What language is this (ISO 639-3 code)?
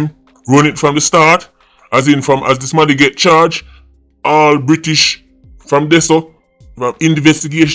jam